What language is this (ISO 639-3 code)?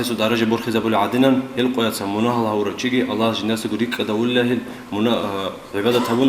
ava